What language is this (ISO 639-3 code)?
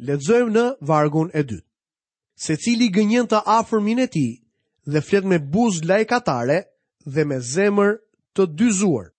sqi